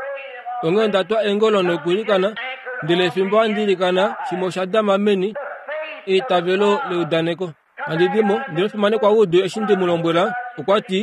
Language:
Kuanyama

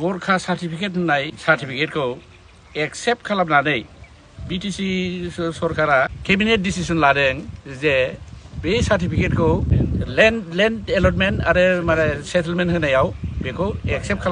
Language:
Bodo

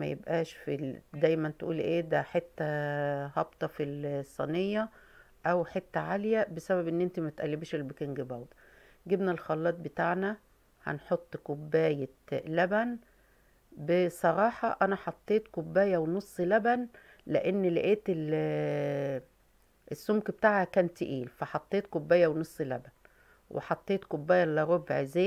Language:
Egyptian Arabic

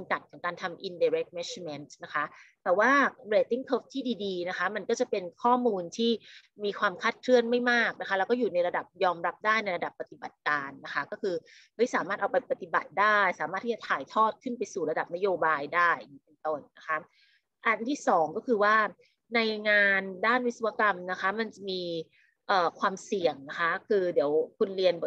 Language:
Thai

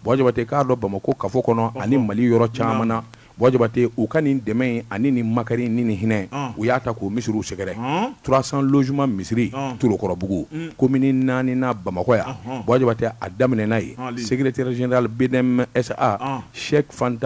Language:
Bambara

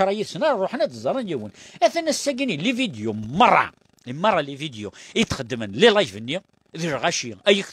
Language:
Kabyle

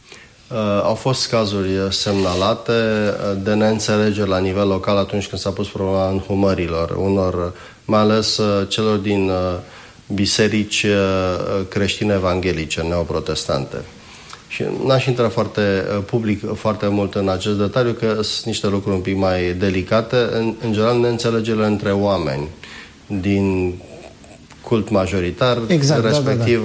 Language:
Romanian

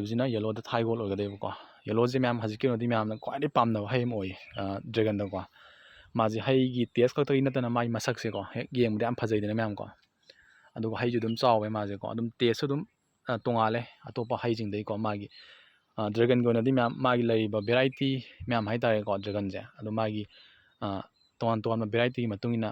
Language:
Manipuri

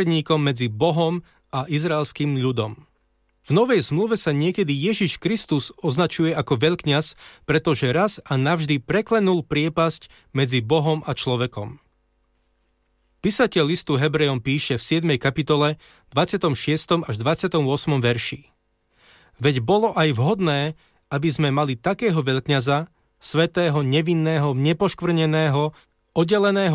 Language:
Slovak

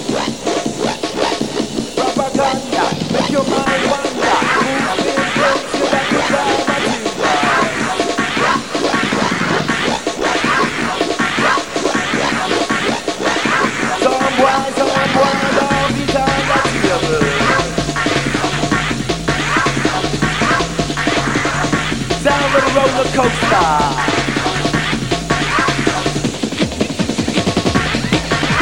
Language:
English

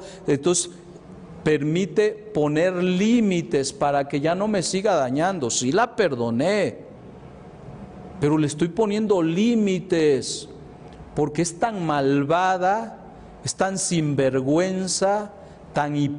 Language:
Spanish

